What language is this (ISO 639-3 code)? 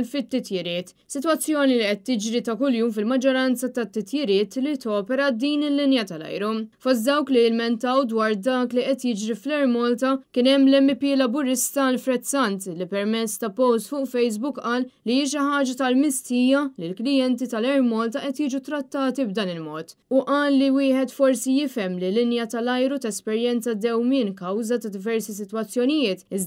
mlt